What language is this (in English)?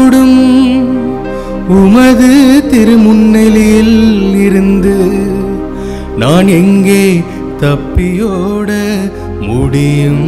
Tamil